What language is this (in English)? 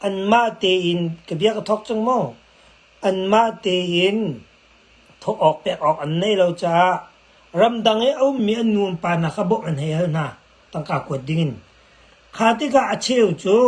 Hakha Chin